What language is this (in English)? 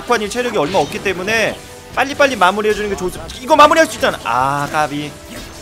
Korean